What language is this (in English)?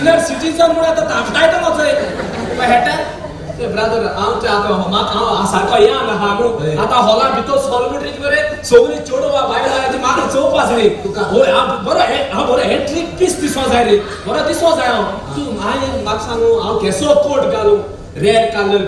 Konkani